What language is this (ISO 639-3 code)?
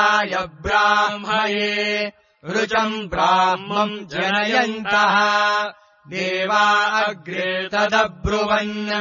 san